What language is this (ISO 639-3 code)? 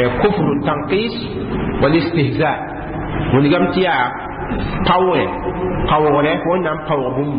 mos